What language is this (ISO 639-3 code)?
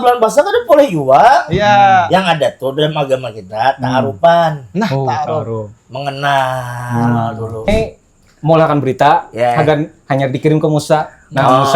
bjn